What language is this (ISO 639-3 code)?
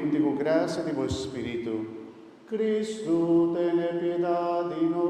pap